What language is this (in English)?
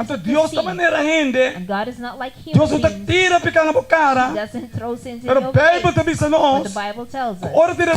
Papiamento